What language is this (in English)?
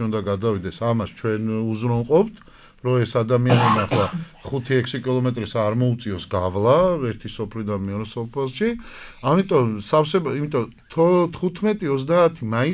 Georgian